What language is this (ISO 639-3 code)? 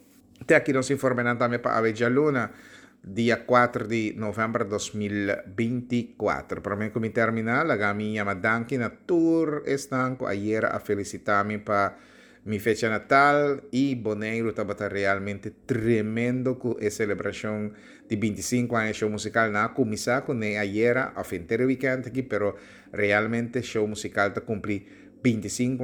pap